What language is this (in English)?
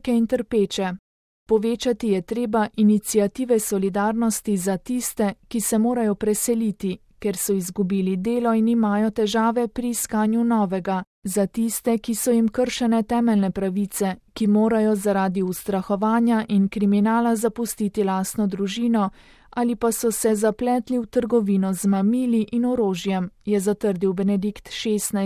Slovenian